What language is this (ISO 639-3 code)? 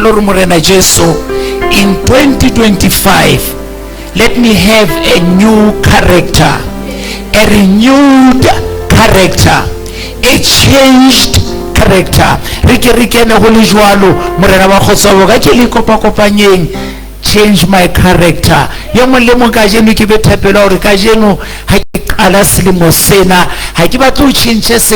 sot